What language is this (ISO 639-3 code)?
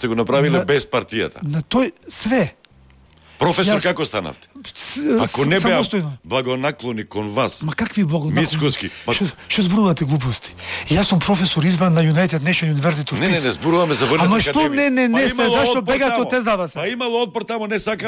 mkd